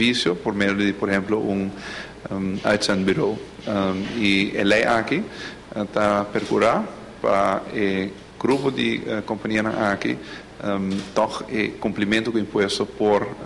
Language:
Papiamento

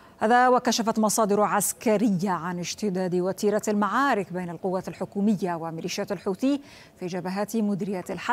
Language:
Arabic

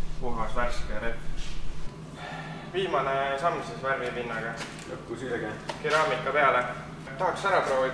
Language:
Estonian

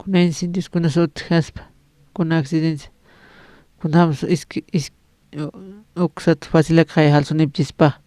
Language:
Aymara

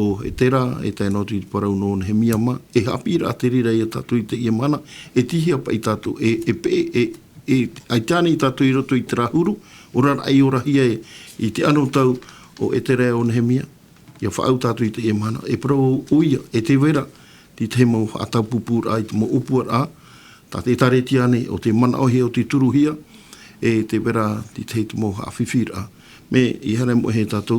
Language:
Tahitian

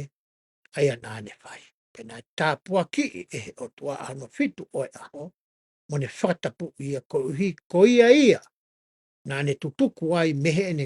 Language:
Tongan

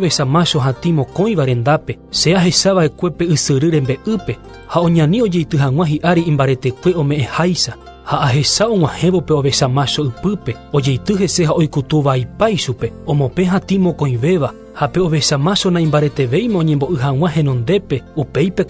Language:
Guarani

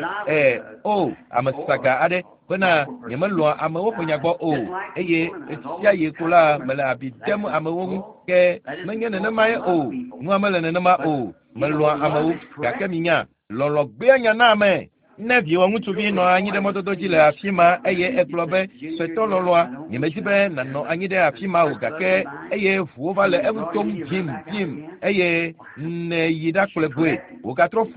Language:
Ewe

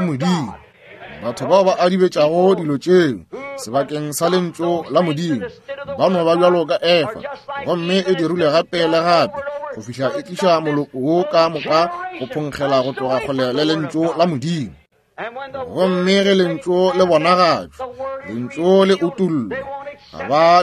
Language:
Northern Sotho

